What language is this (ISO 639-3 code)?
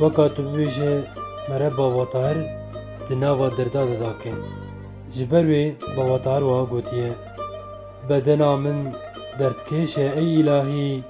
kur